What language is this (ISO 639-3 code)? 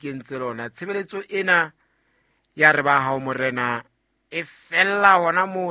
sot